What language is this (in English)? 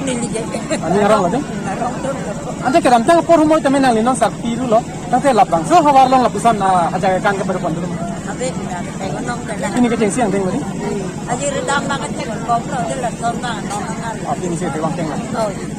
Karbi